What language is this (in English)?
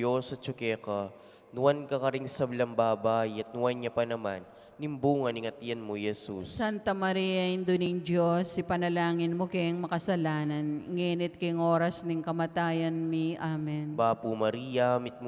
Pampanga